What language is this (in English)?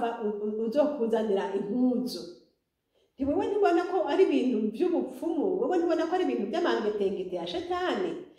Rundi